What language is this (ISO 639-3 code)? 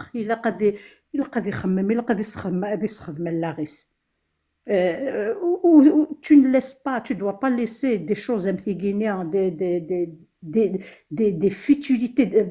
kab